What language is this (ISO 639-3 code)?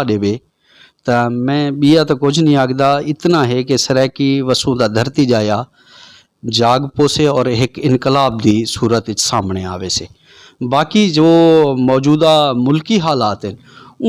skr